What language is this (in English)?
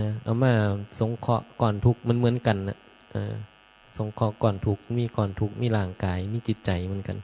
Northeastern Thai